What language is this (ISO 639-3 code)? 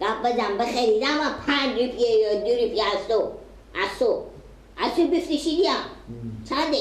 fas